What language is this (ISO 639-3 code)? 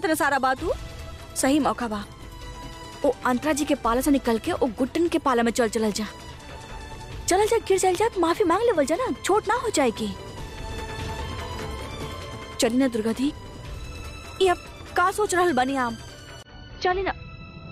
bho